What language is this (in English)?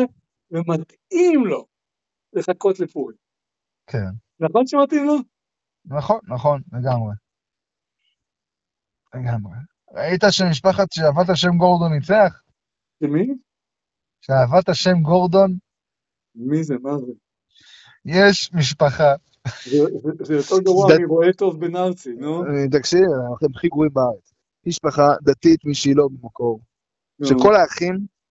Hebrew